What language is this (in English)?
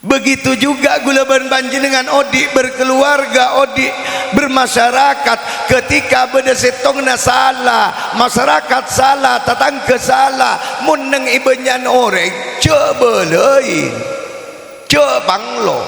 Madurese